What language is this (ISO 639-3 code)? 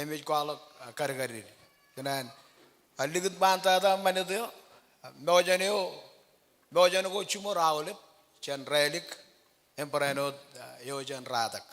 mah